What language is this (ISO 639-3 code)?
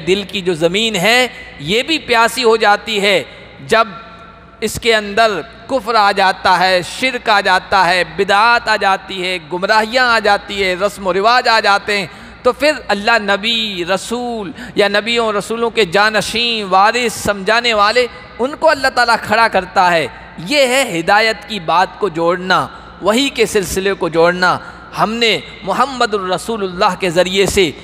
urd